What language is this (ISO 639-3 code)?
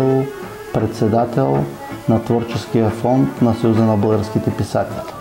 bul